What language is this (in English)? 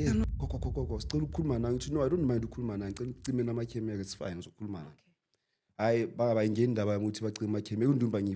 Zulu